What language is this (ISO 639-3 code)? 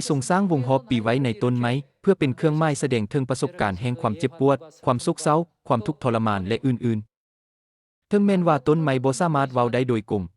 lao